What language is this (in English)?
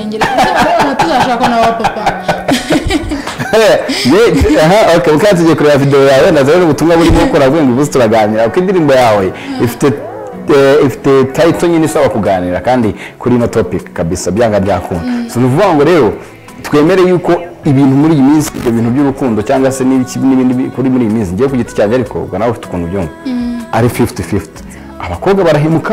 Kinyarwanda